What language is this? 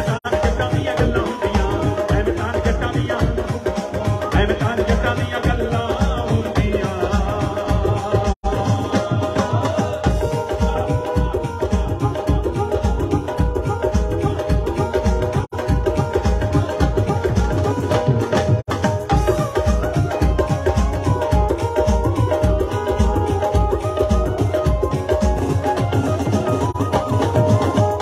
Punjabi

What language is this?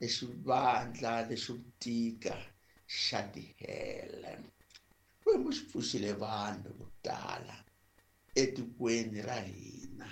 Tsonga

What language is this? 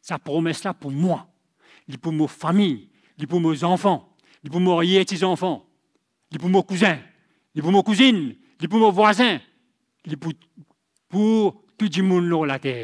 Morisyen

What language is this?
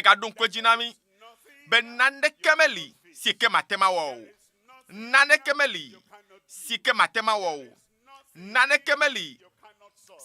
Ewe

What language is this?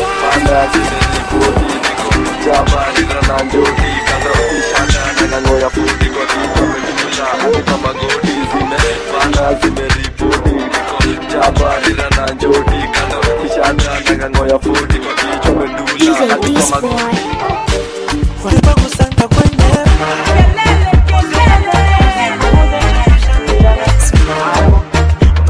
Swahili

